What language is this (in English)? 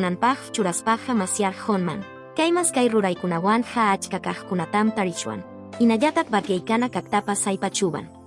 Quechua